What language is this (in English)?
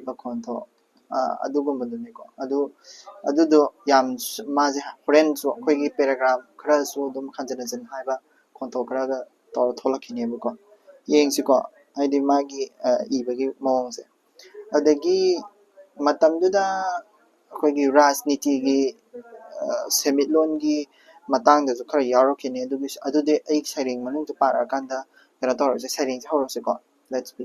Manipuri